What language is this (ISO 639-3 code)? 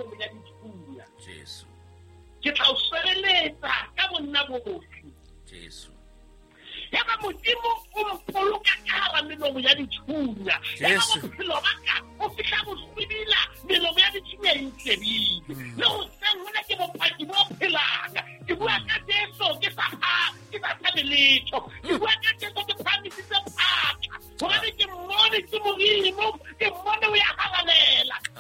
sot